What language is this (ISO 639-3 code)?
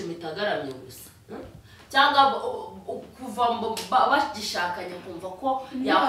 kin